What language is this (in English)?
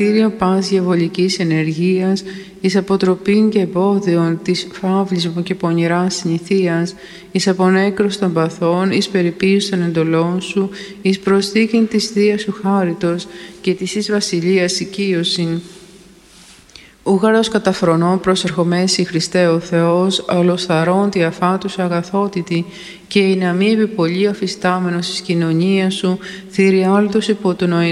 Greek